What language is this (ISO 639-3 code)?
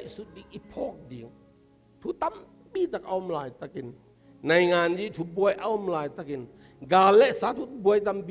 ctd